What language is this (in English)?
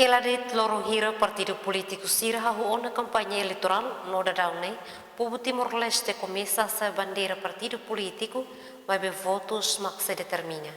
Tetum